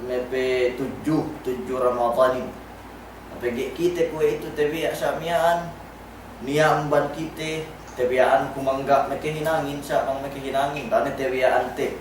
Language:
Yakan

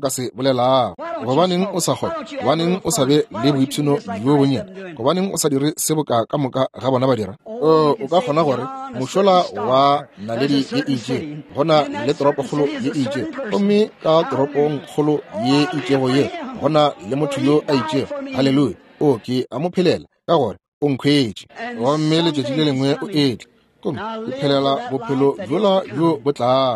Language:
Northern Sotho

